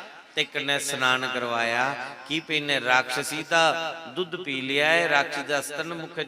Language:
Dogri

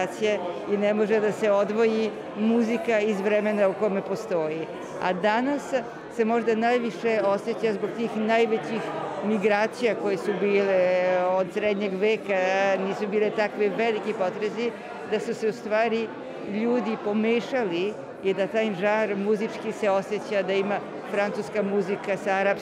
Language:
Serbian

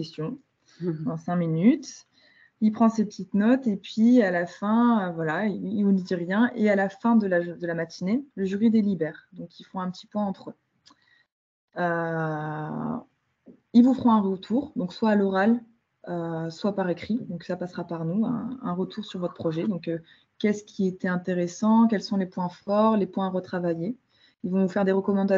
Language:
French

